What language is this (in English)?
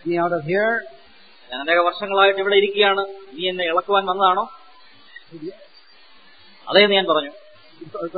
Malayalam